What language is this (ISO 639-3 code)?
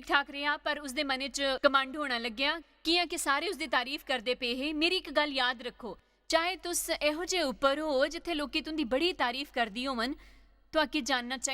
doi